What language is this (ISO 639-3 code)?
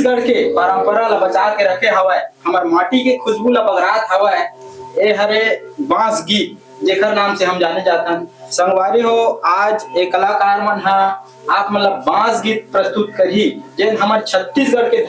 hne